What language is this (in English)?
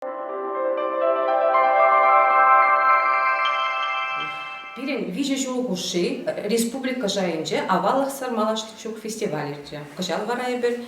Chuvash